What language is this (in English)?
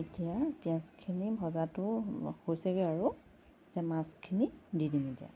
Assamese